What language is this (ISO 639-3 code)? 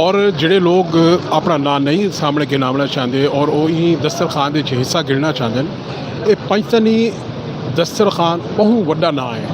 skr